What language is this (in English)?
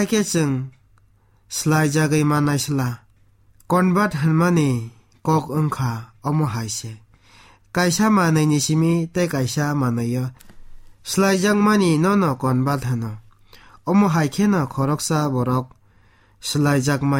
Kok Borok